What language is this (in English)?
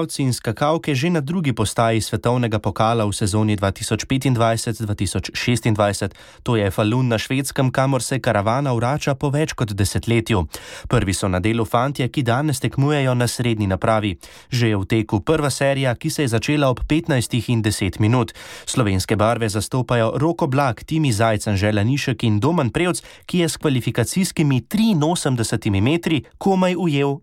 Slovenian